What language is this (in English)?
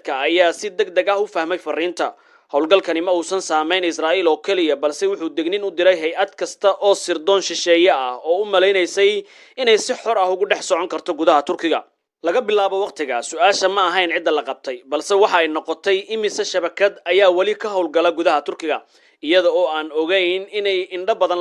Somali